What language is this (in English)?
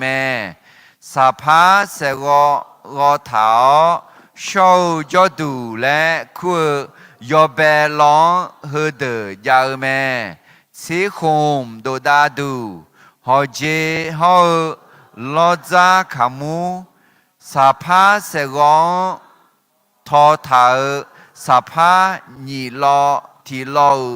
Akha